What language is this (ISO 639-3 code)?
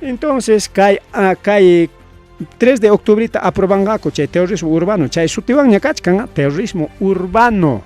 quy